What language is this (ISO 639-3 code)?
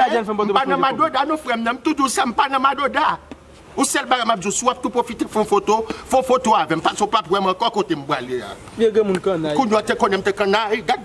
hat